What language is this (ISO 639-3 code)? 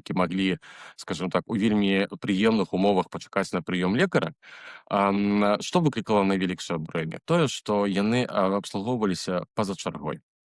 bel